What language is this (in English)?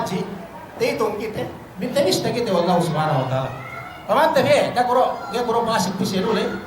Yakan